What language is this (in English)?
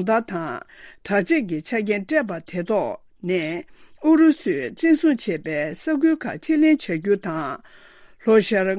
Tibetan